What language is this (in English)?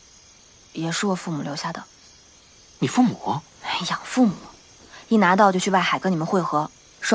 Chinese